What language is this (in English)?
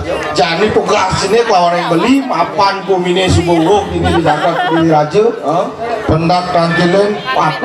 Balinese